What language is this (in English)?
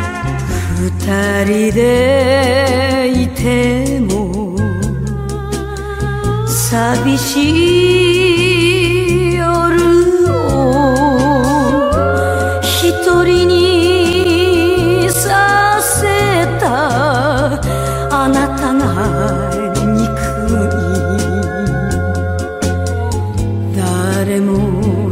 Japanese